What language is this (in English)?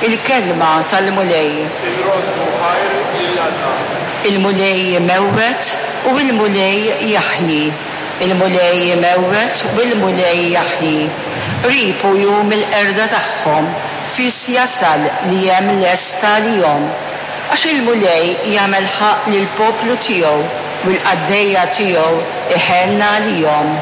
Maltese